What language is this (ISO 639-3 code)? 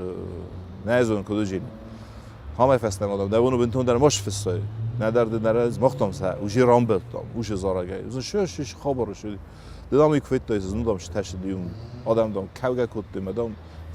oss